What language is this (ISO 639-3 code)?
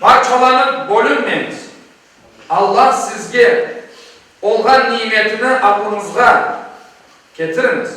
crh